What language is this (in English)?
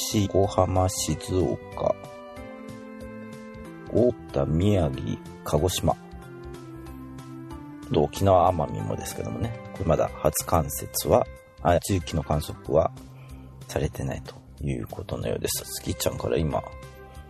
Japanese